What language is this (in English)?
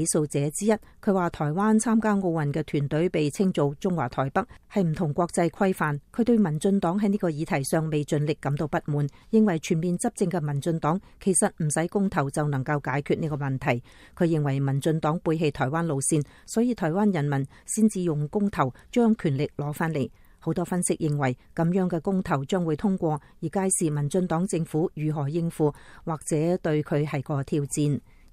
Cantonese